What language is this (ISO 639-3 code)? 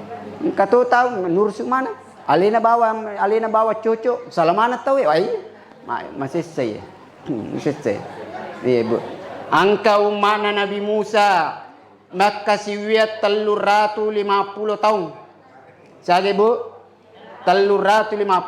bug